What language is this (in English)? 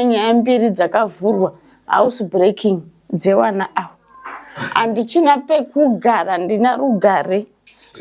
Shona